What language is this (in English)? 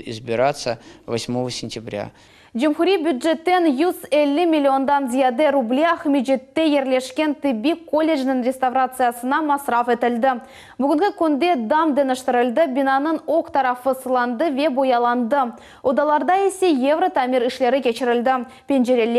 Crimean Tatar